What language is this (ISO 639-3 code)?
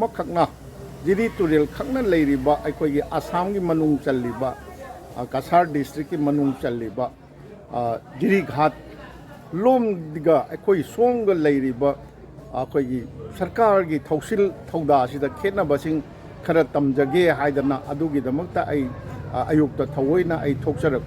mni